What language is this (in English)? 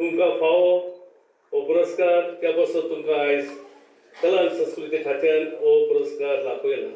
Konkani